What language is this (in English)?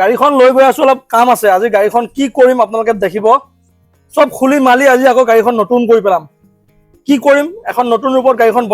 Assamese